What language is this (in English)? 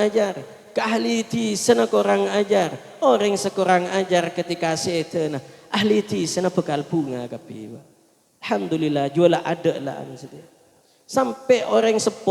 Madurese